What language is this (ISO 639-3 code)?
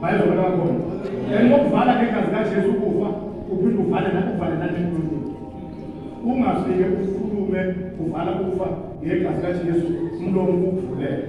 zul